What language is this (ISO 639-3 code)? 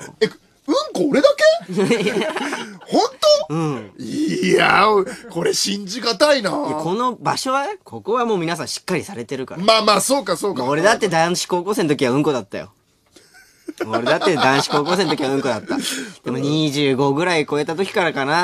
jpn